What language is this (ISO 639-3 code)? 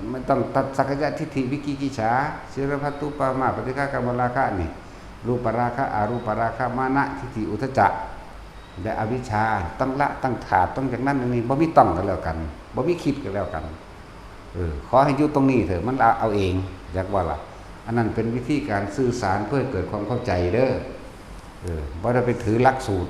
tts